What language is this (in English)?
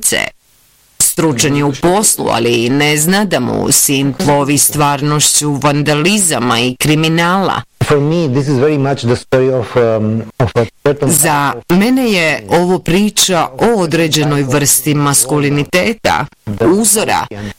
Bosnian